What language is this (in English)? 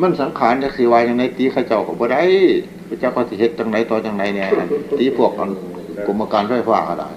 Northeastern Thai